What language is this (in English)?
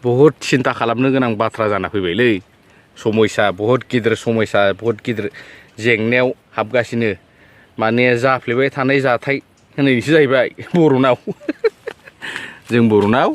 Bodo